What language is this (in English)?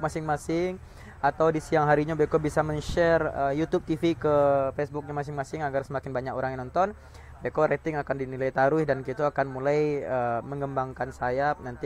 Minangkabau